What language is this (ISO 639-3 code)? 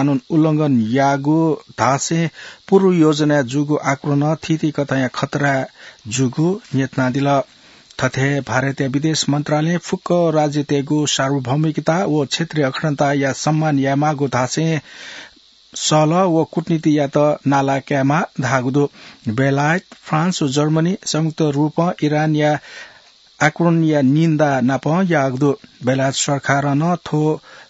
new